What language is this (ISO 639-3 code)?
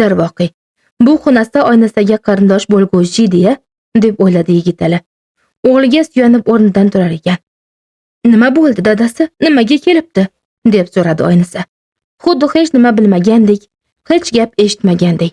uzb